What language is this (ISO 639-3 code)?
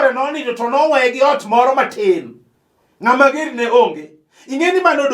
luo